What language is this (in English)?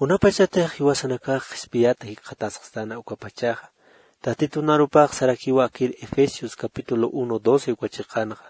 Aymara